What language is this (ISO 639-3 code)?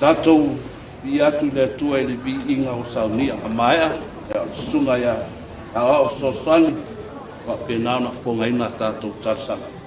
smo